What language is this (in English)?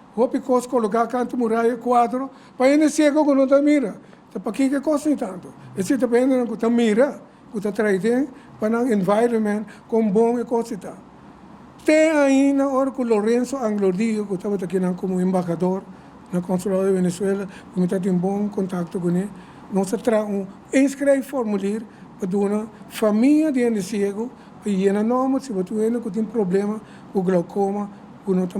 Papiamento